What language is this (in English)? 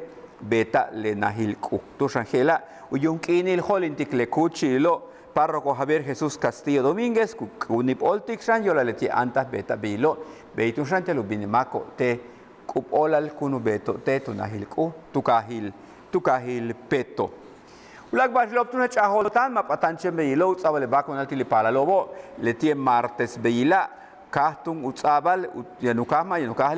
Yucateco